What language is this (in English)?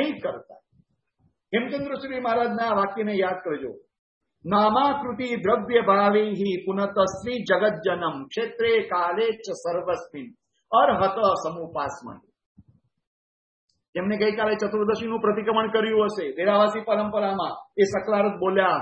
Gujarati